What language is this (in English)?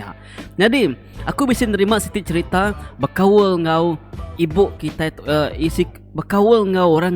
Iban